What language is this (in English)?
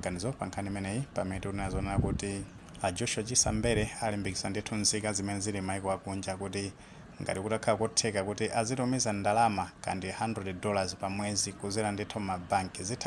Nyanja